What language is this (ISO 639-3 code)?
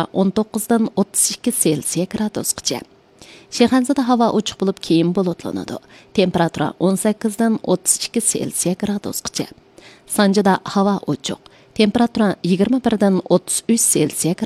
uig